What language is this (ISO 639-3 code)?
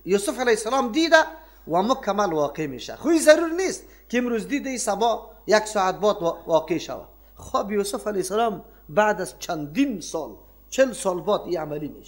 fas